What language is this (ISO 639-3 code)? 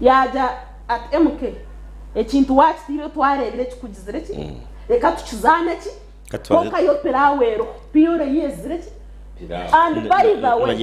nyn